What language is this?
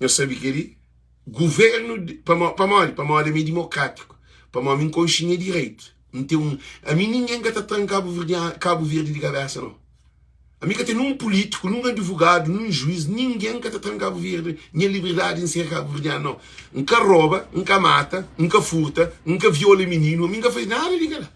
Kabuverdianu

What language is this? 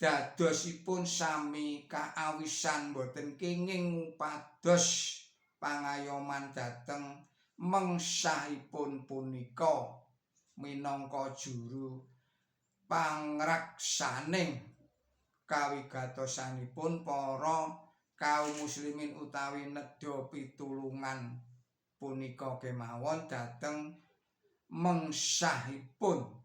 Javanese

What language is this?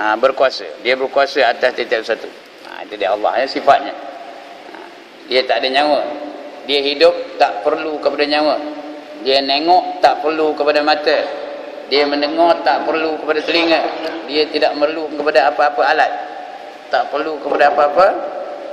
Malay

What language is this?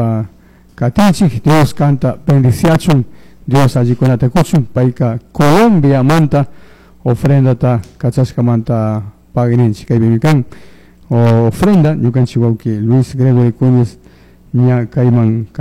Chimborazo Highland Quichua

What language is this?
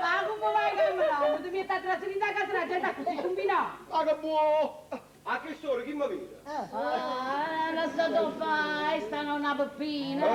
Neapolitan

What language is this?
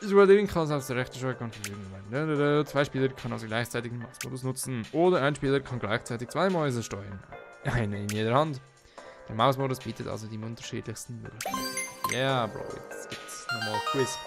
Swiss German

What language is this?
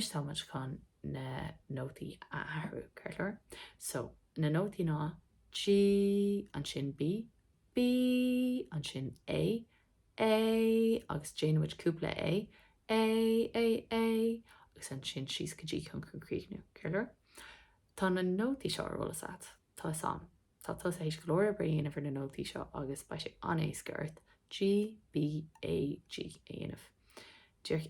Irish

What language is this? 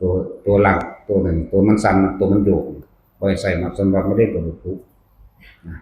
Northeastern Thai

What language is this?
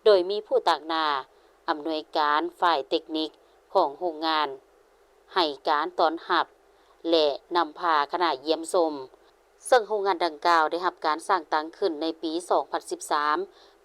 Lao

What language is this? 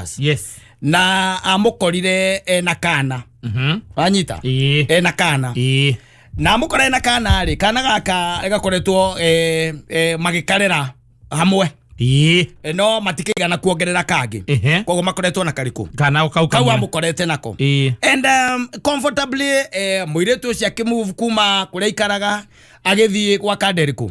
Kikuyu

